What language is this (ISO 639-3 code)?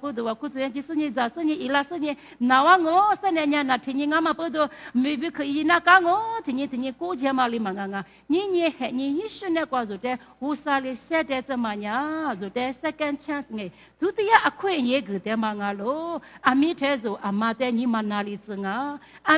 lis